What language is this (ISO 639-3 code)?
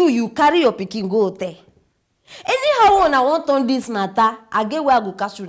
pcm